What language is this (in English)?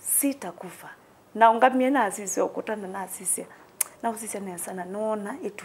Kamba